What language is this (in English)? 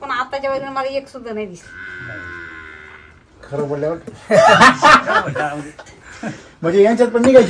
Marathi